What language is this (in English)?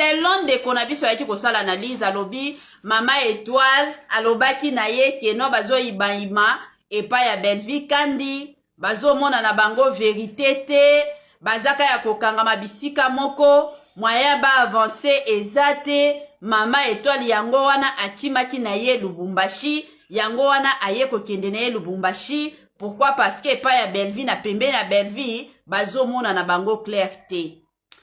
Lingala